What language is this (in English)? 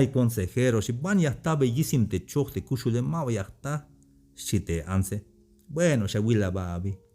Tzeltal